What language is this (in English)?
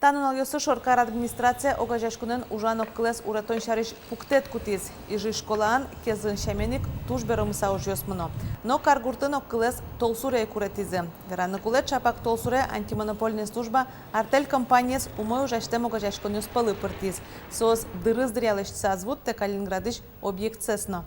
Udmurt